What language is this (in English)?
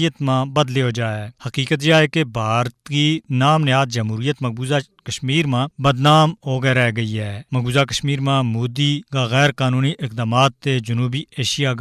Gujari